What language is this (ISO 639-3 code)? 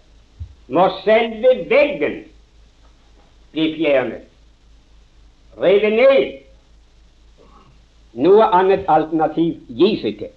nor